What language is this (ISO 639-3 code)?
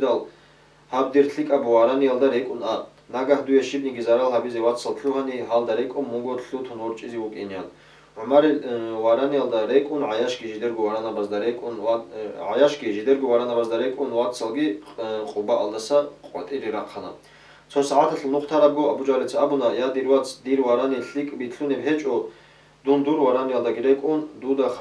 ava